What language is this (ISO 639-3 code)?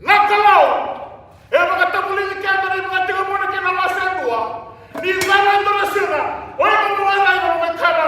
fij